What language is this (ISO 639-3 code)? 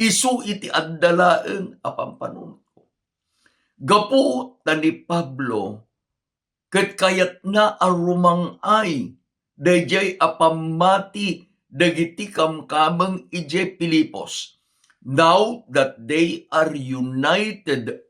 ilo